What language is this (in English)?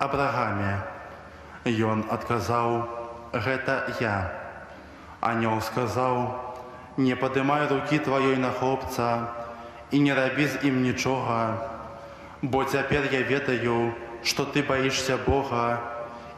Belarusian